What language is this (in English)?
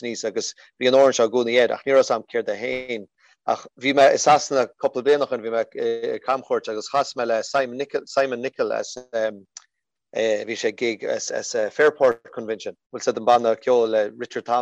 Irish